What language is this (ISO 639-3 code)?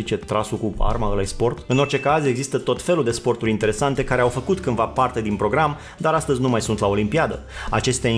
ron